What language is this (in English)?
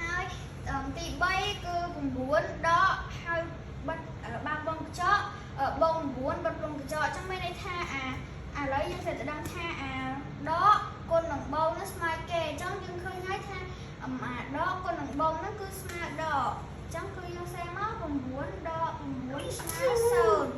Khmer